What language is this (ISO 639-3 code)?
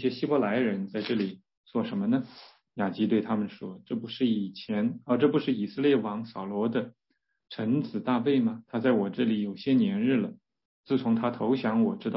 zho